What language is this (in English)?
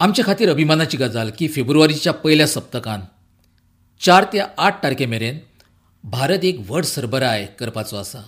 Konkani